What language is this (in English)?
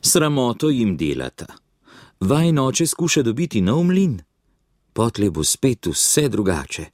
Slovenian